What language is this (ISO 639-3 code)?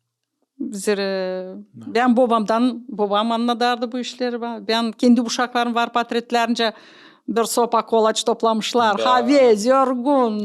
gag